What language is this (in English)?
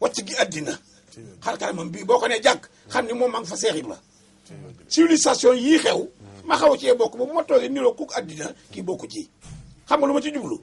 Wolof